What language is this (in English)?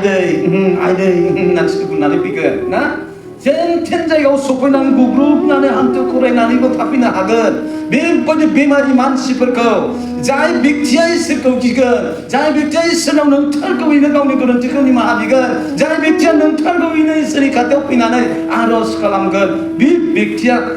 Bodo